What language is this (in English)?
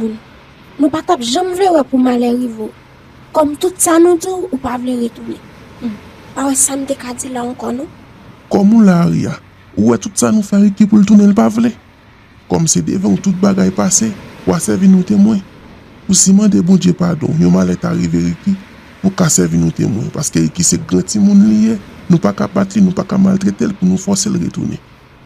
Haitian Creole